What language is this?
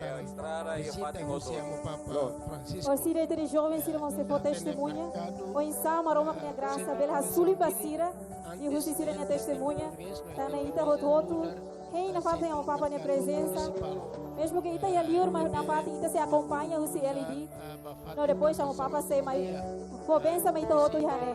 Tetum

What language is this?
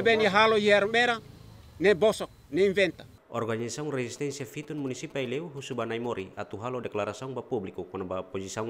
Tetum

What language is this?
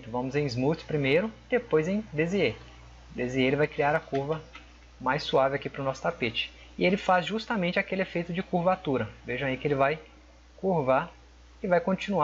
Portuguese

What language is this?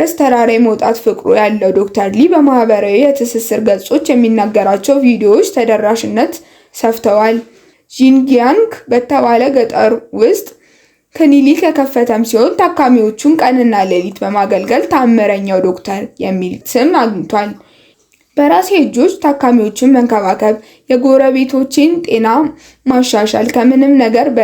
Amharic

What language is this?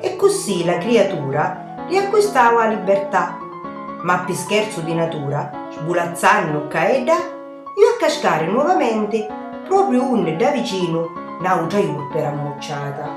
Sicilian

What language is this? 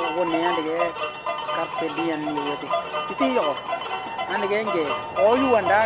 Western Dani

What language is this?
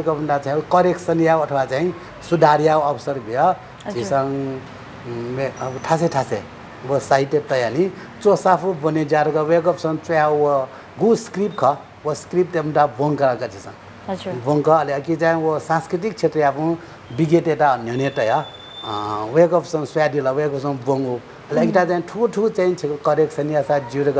Newari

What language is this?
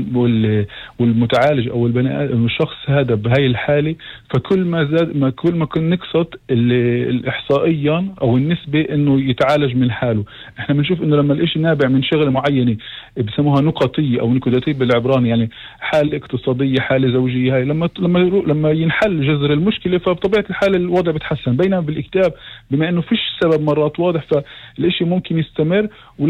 North Levantine Arabic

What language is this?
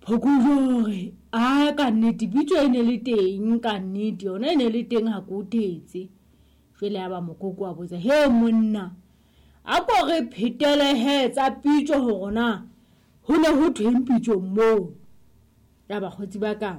Southern Sotho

